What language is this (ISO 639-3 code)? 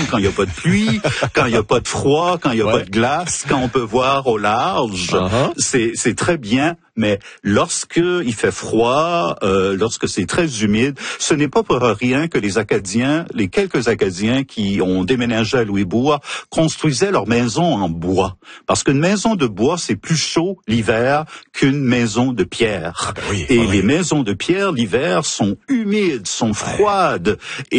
fra